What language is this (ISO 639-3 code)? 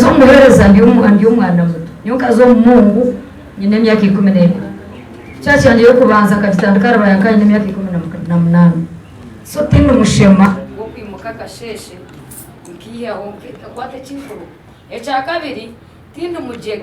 nyn